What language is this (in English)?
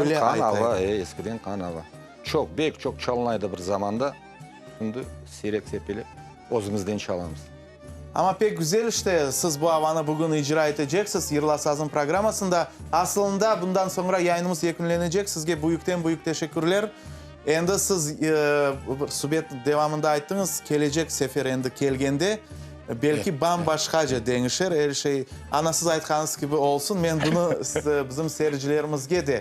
Crimean Tatar